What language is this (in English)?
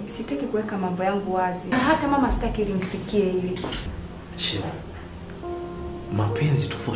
Swahili